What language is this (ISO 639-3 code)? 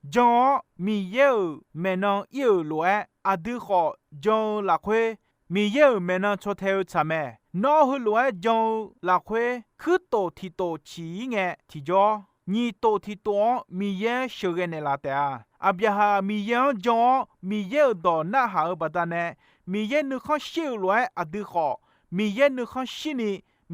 ahk